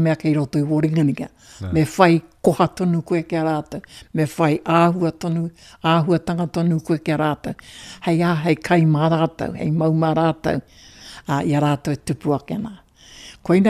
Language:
Māori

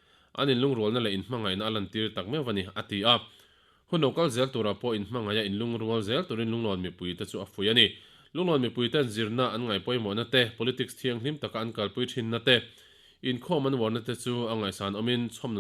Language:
Mizo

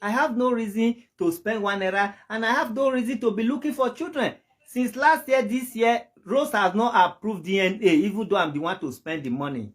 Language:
Nigerian Pidgin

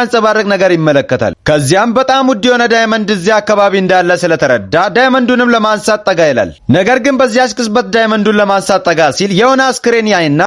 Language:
Amharic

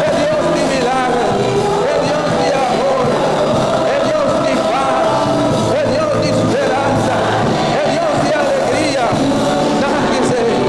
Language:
Papiamento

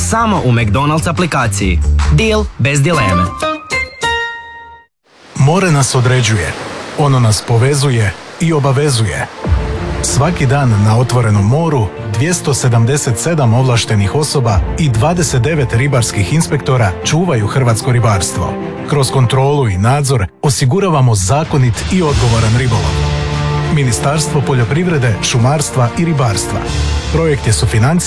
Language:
Croatian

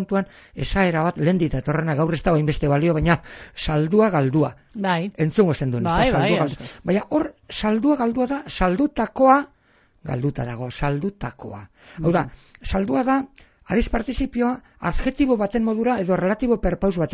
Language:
Basque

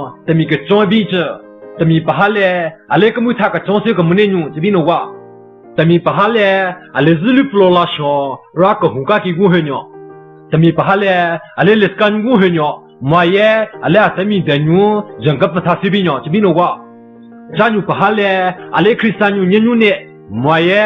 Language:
Southern Rengma Naga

